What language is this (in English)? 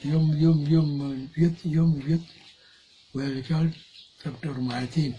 Dinka